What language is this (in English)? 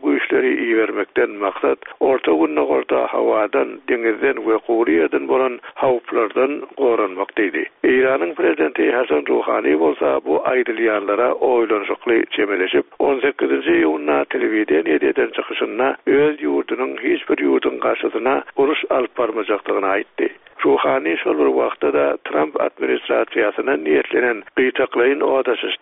Turkmen